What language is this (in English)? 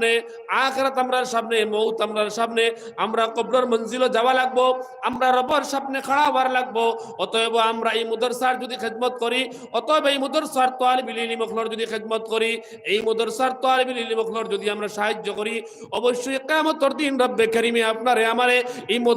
Sylheti